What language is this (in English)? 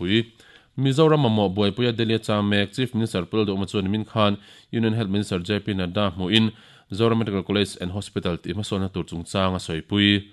Mizo